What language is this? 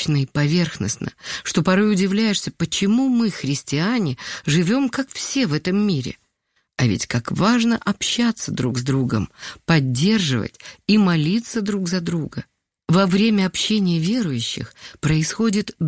Russian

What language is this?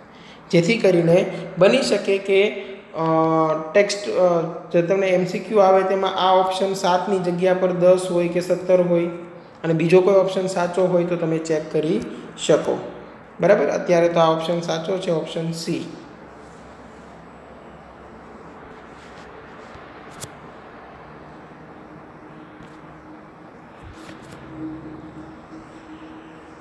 Gujarati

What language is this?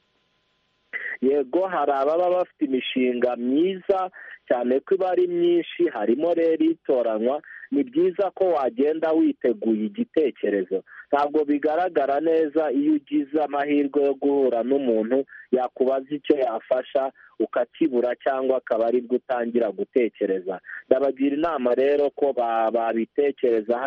Kinyarwanda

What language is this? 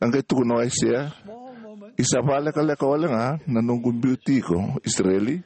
Fijian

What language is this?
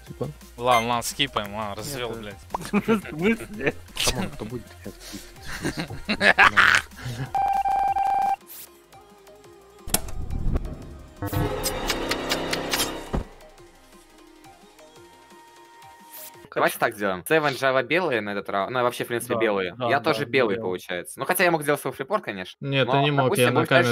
Russian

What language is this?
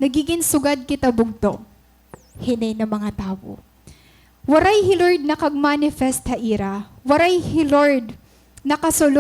Waray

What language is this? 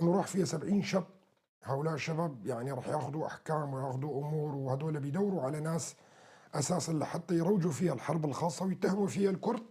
North Levantine Arabic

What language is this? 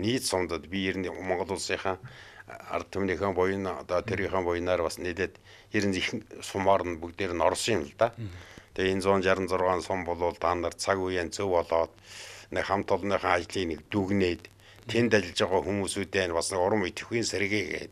Mongolian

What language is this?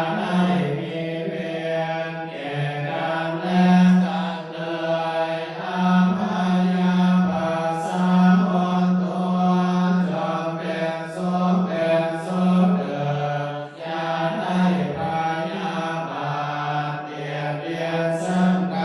Pali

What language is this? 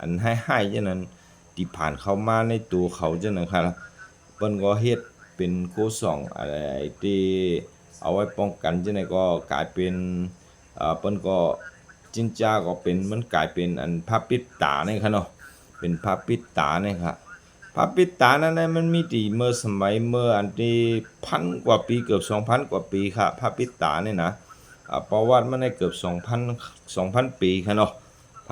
Shan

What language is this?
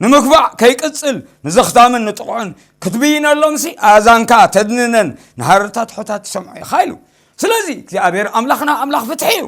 Tigrinya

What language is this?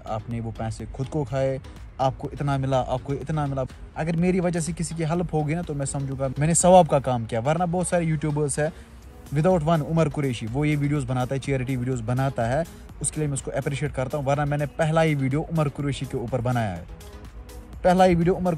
Hindi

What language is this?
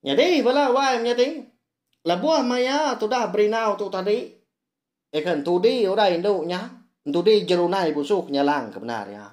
Iban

